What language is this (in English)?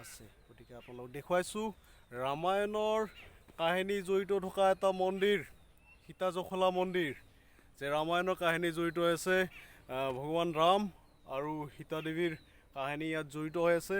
Assamese